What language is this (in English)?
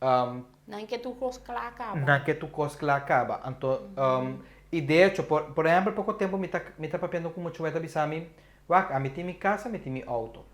Papiamento